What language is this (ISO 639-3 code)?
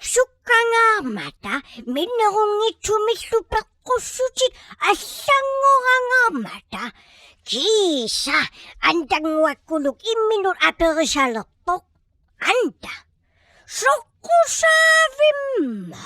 kal